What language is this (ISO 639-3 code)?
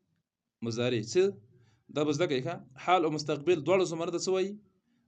pus